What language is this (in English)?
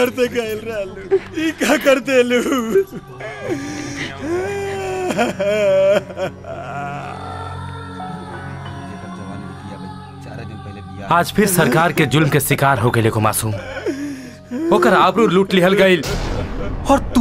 Bhojpuri